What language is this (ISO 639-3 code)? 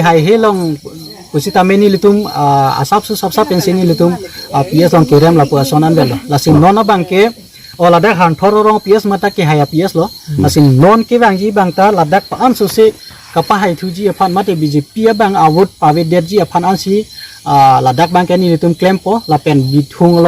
mjw